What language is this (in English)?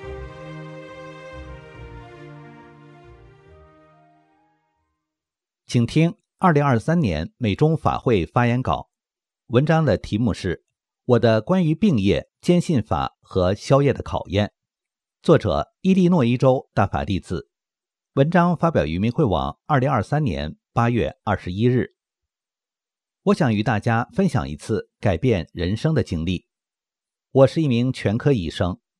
Chinese